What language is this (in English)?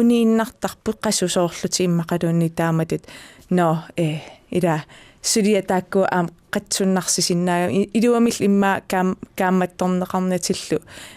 Kalaallisut